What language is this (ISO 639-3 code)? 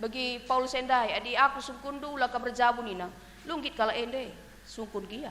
btx